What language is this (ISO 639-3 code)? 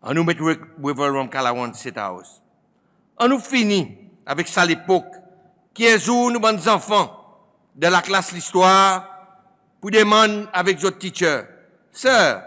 crs